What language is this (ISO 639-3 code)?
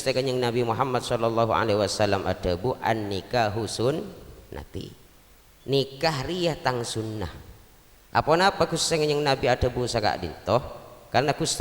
mad